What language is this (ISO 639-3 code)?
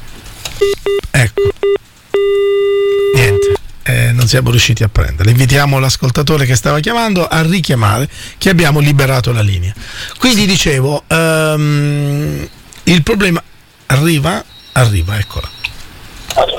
ita